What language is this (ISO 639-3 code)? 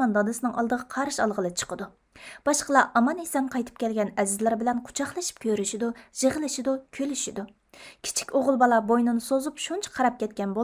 uig